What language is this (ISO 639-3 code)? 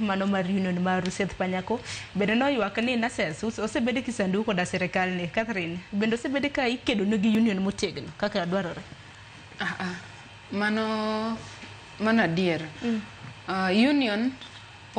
luo